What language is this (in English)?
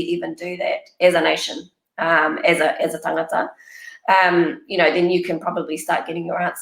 Māori